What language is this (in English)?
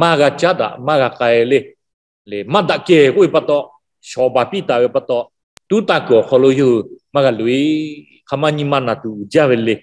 Lahu